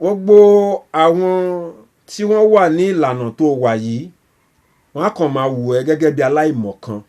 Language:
Yoruba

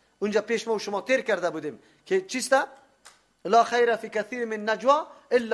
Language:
Persian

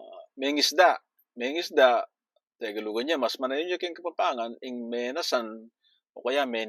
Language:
Pampanga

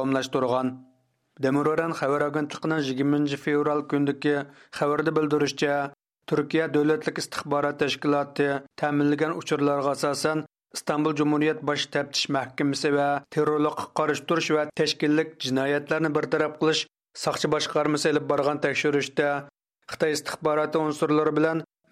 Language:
Uyghur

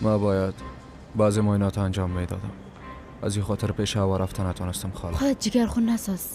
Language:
Persian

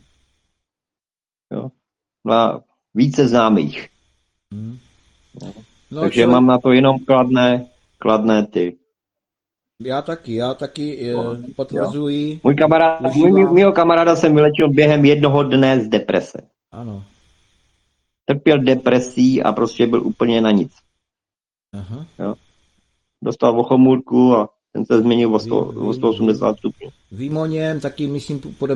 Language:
Czech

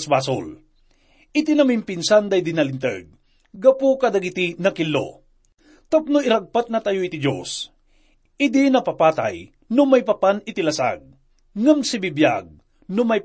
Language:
Iloko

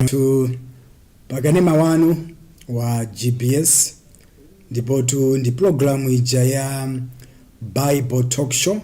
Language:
Nyanja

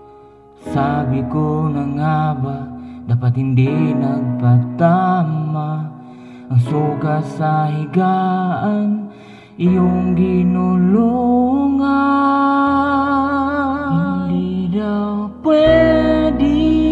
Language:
Filipino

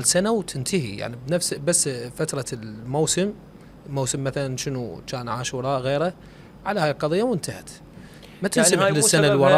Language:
Mesopotamian Arabic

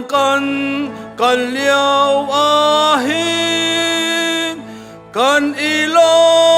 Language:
Hakha Chin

